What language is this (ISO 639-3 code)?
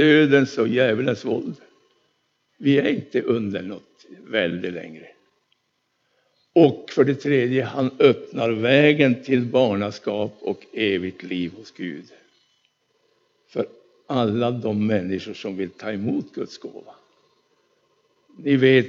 swe